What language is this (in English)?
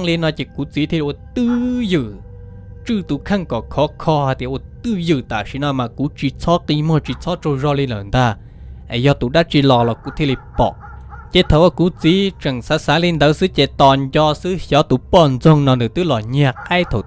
Hmong